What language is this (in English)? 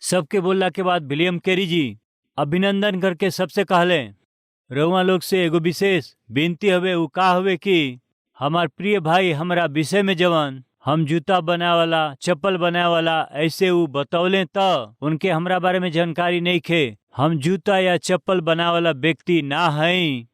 Bhojpuri